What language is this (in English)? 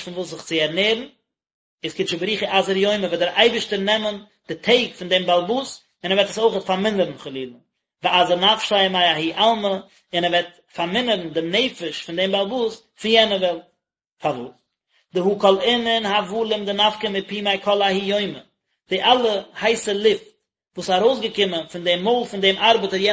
Yiddish